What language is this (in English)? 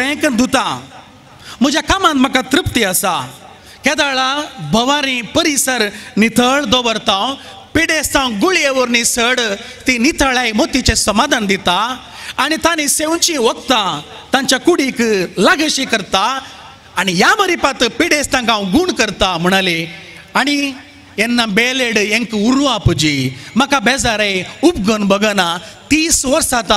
Konkani